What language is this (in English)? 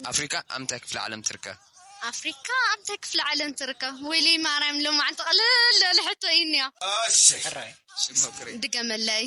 Tigrinya